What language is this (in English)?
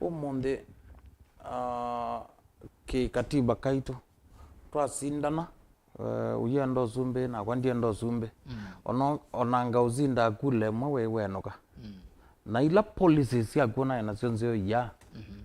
Kamba